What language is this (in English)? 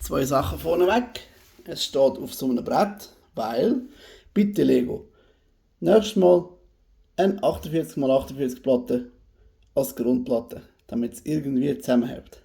Swiss German